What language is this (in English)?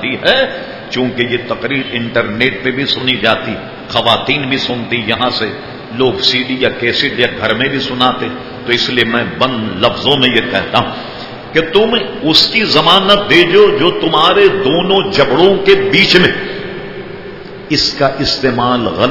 Urdu